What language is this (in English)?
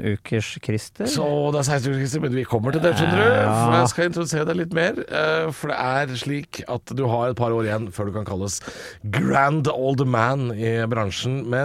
Norwegian